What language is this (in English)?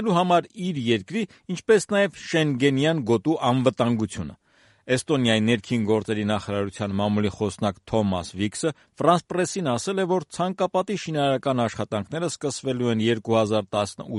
Armenian